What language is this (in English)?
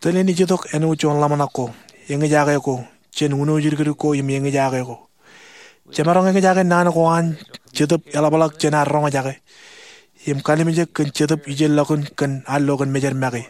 Marshallese